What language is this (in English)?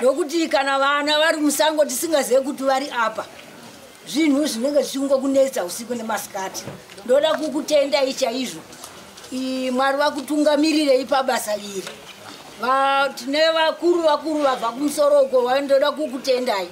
Shona